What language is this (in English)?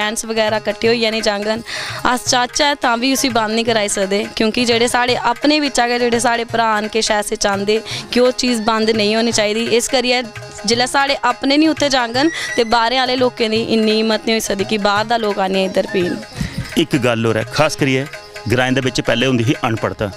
Dogri